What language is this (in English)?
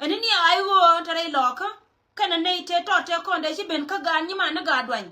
Nuer